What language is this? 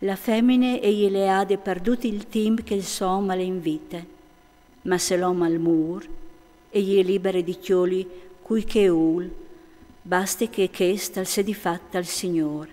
Friulian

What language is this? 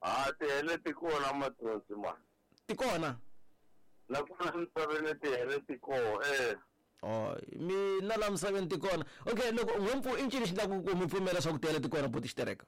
Tsonga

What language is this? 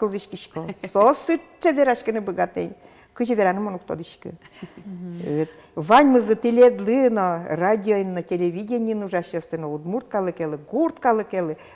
Udmurt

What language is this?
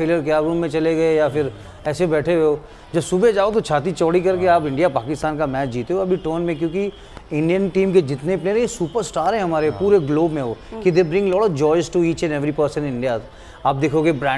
Hindi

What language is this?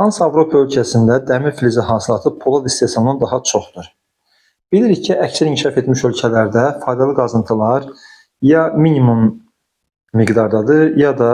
Azerbaijani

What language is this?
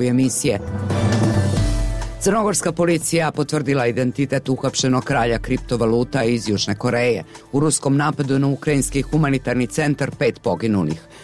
Serbian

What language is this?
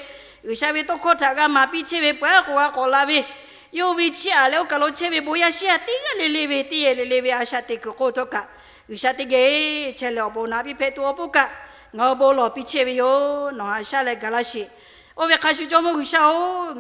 Lahu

